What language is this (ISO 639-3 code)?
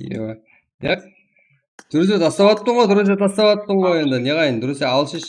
kaa